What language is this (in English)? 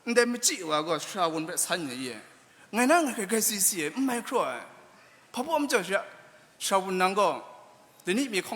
Kachin